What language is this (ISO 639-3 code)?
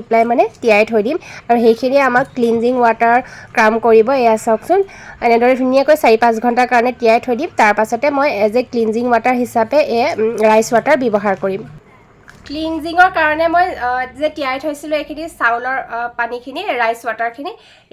asm